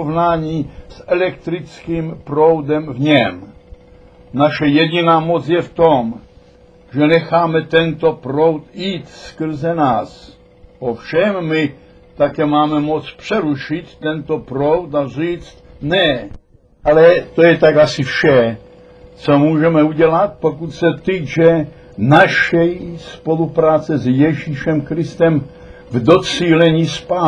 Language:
Czech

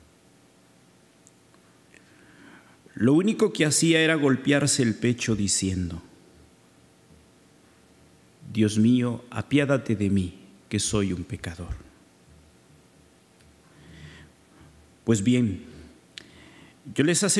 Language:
Spanish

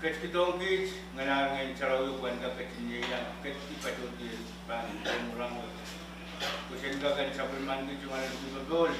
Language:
Pohnpeian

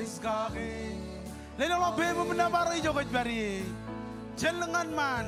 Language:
Marshallese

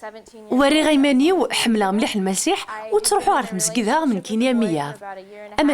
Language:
Kabyle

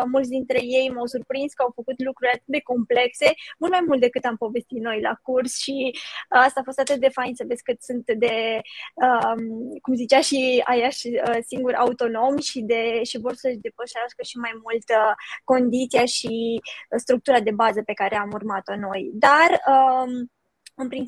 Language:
Romanian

